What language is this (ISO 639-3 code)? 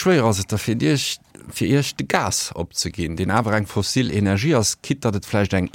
ltz